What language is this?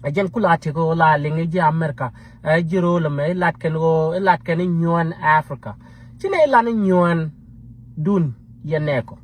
Nuer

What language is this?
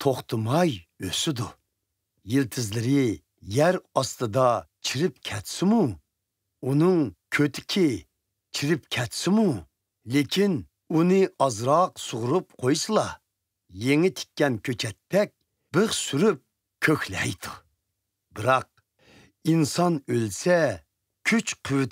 Uyghur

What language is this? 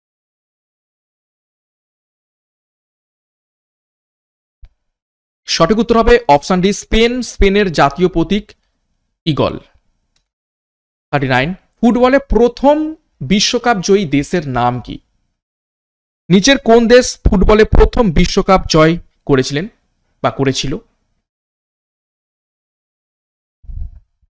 Bangla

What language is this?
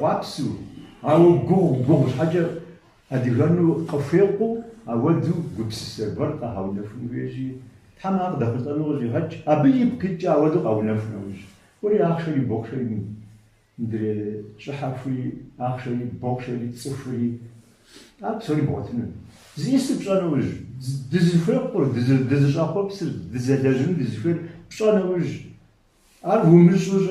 Kabardian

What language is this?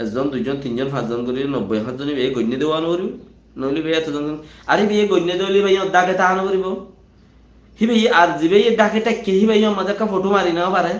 Rohingya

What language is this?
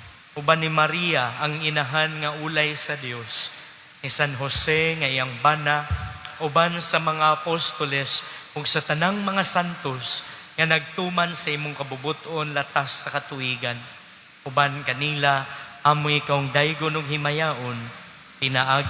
Cebuano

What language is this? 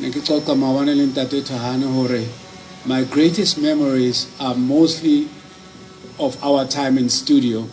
Southern Sotho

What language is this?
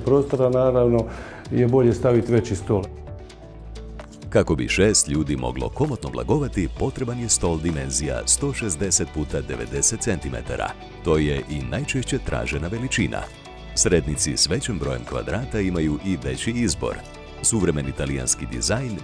Croatian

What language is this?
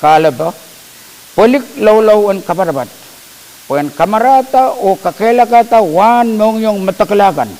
Pohnpeian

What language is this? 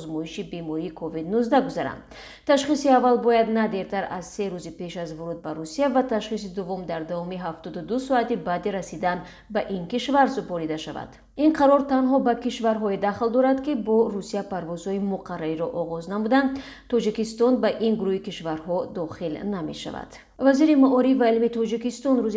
Tajik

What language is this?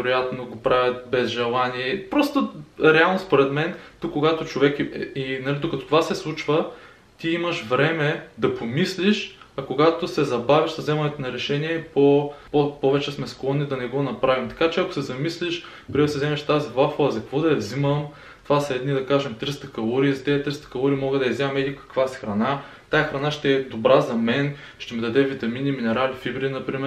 Bulgarian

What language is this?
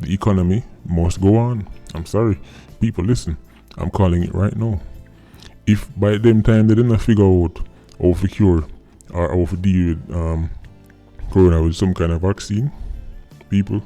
Jamaican Creole English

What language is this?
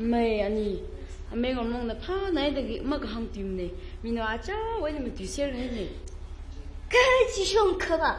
Tangkhul Naga (India)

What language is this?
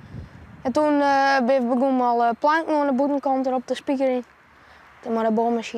Western Frisian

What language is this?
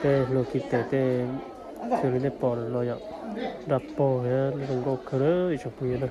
Hmong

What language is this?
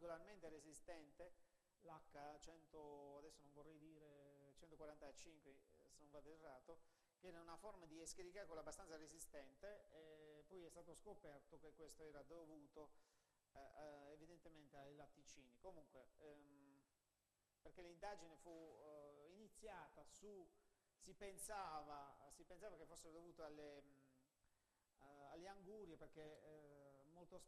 Italian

